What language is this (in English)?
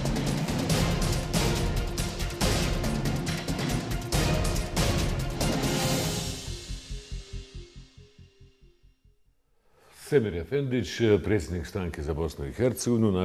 Bosnian